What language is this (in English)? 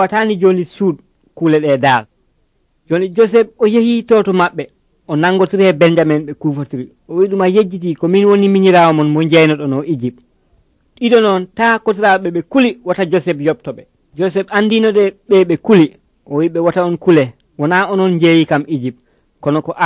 Nigerian Fulfulde